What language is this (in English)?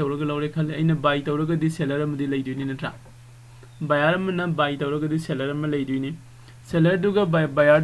Manipuri